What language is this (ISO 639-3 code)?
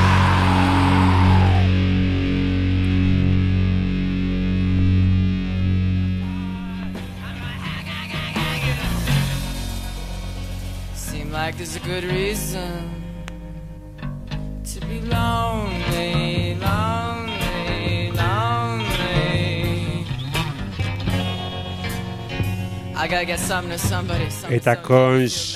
eus